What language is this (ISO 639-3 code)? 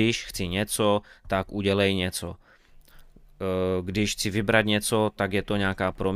ces